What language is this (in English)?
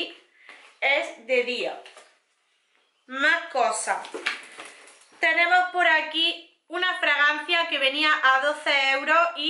Spanish